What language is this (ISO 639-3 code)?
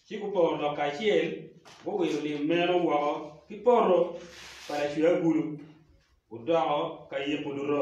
ach